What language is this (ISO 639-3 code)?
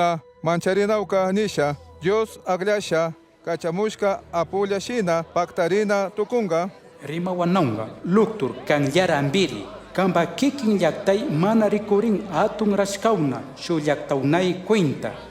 qug